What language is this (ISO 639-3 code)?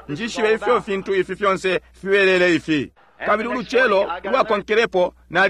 bem